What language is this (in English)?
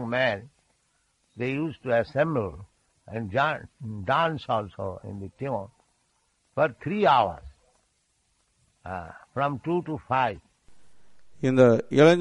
Tamil